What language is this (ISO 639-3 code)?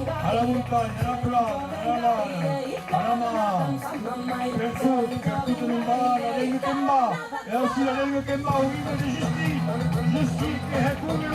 oci